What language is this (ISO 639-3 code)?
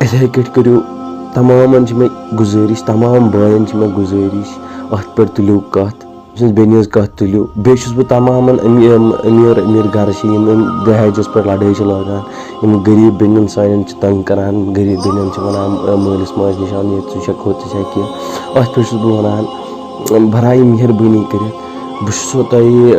kas